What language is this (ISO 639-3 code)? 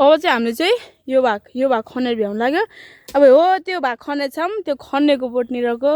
nep